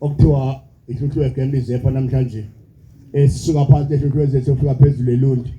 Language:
Zulu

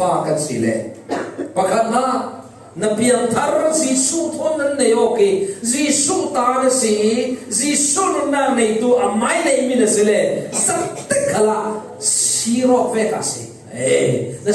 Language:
Falam Chin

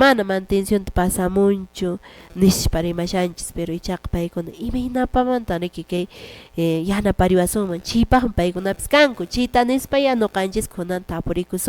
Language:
Quechua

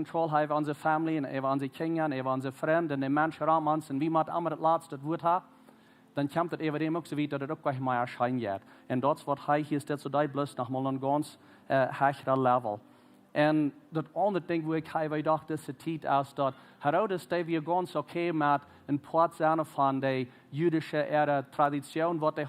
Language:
Plautdietsch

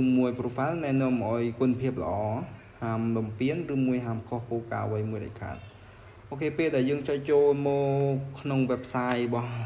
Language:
Khmer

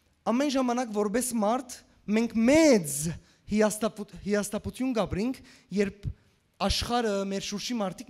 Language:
Western Armenian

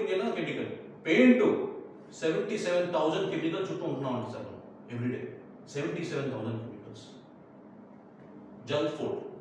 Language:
Telugu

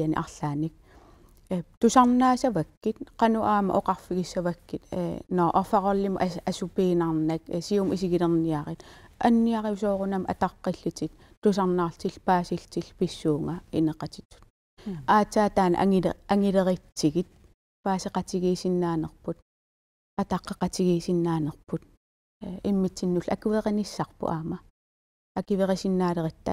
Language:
Kalaallisut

